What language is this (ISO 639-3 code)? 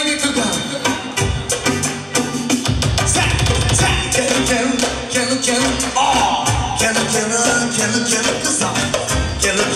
bul